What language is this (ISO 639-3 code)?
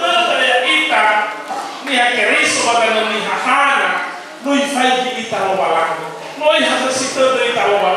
nia